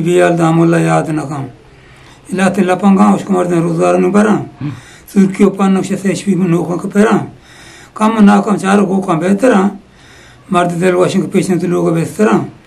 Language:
Eastern Balochi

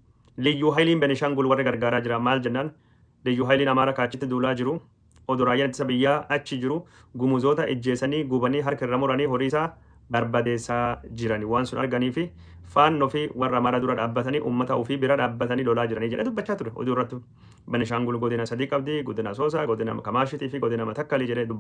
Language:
Oromo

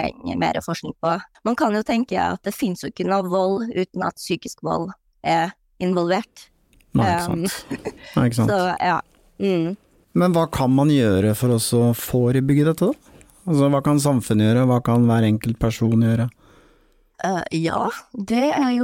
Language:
Norwegian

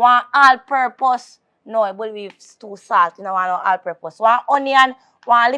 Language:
Jamaican Creole English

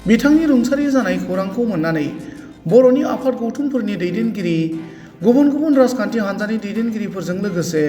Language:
Bodo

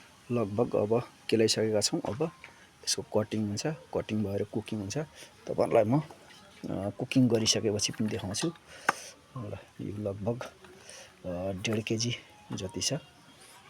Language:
Nepali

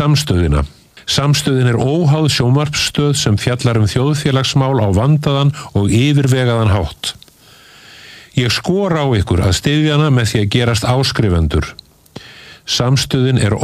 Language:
Icelandic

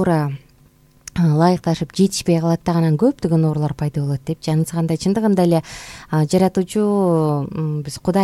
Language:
Kyrgyz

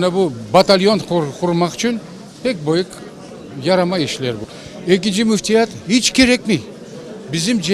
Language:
Crimean Tatar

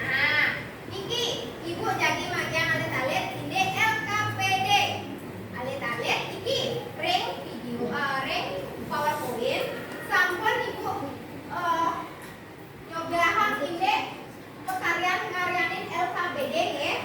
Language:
Balinese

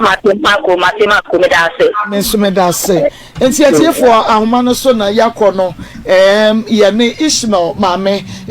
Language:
Akan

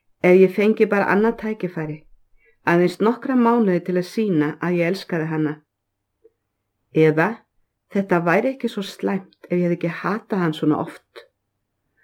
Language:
Icelandic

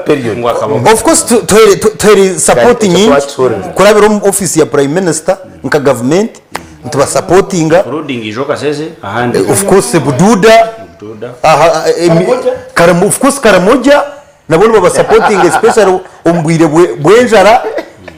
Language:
Nyankole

